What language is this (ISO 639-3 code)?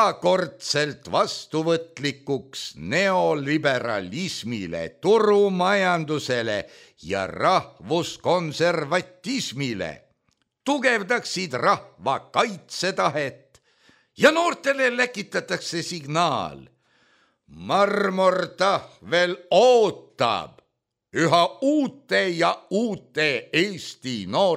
est